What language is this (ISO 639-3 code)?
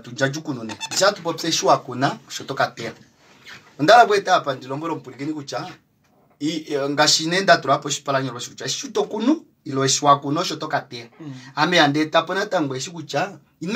kua